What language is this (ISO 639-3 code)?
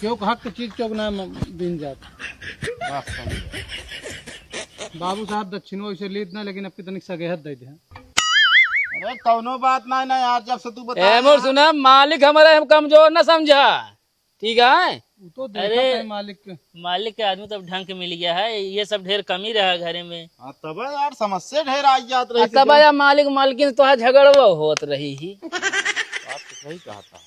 awa